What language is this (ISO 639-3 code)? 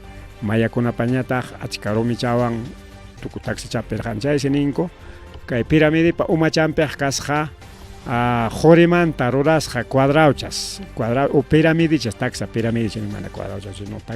quy